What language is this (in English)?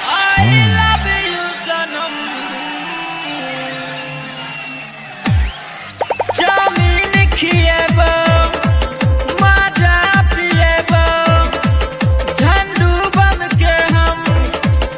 Bhojpuri